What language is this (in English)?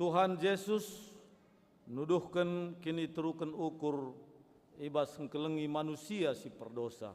Batak Karo